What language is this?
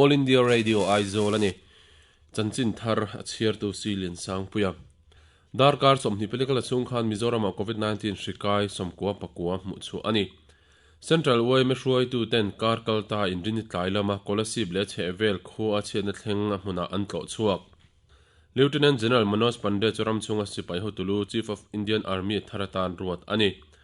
Mizo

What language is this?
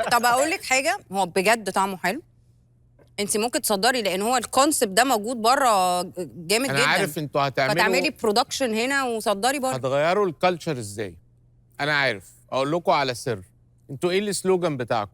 Egyptian Arabic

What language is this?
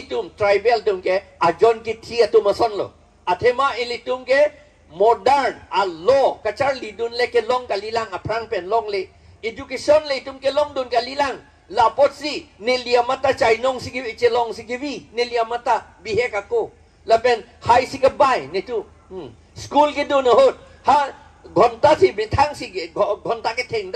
Karbi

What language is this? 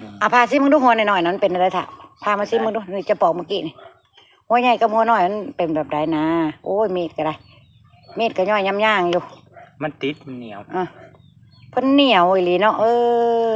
Northeastern Thai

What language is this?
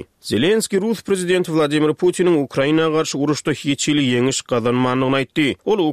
Turkmen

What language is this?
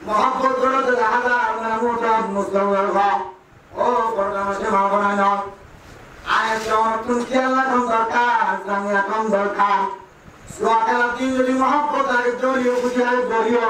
Rohingya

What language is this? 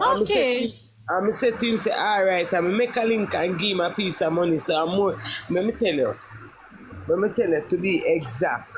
Jamaican Creole English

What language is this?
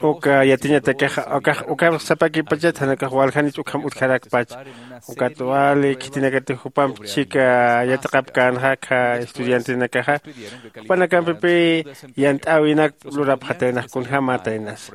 Aymara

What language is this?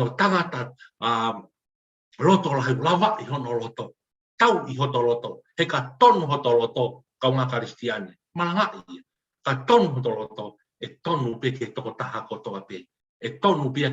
Tongan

